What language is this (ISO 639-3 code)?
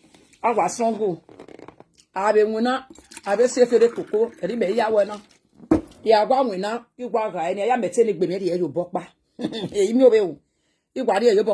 pcm